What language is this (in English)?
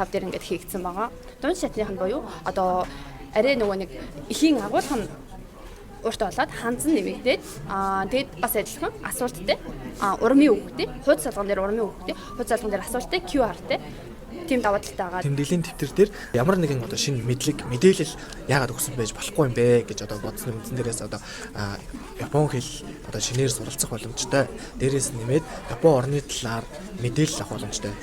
Mongolian